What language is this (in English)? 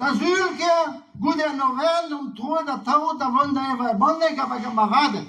Breton